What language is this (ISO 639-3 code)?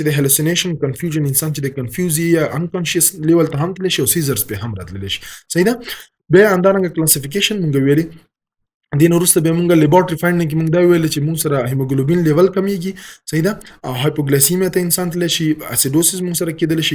pus